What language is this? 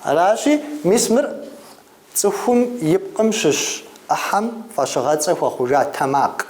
Kabardian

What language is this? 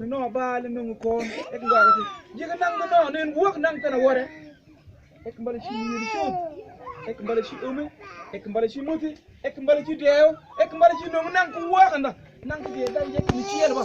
Mabaan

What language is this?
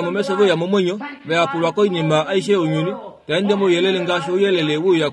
Kuanyama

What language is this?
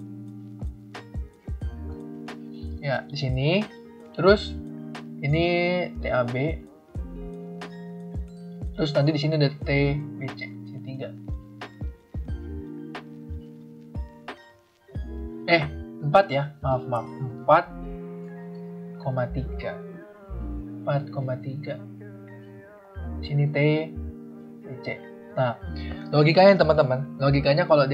Indonesian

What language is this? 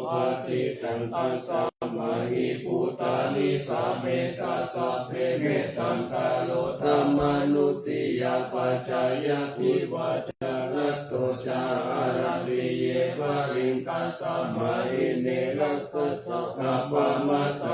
Pali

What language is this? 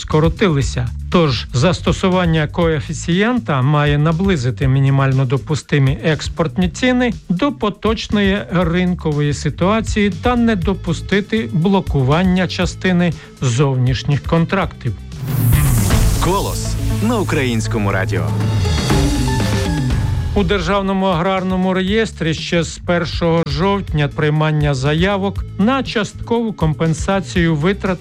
Ukrainian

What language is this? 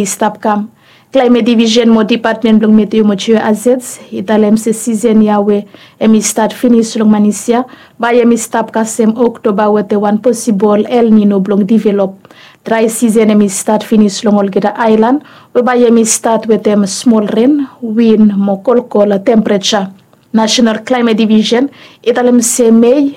Bislama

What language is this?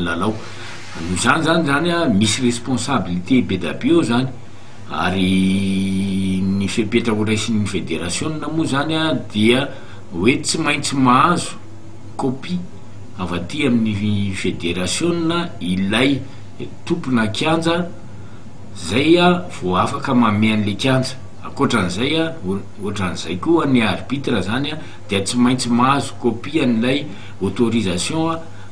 Malagasy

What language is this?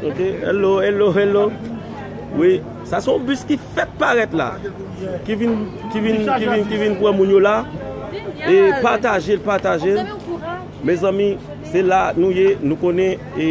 Haitian Creole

